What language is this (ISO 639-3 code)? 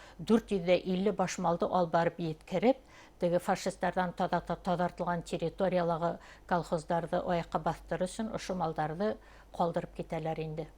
bak